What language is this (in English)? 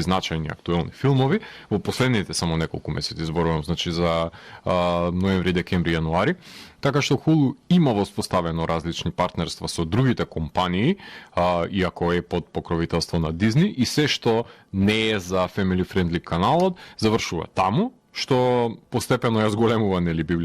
Macedonian